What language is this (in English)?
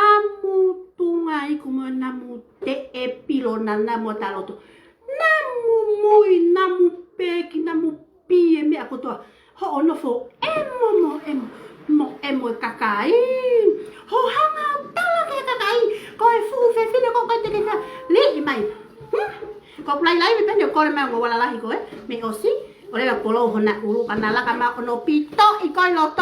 Tongan